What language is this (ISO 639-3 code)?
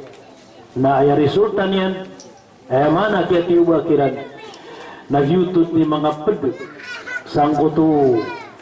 mrw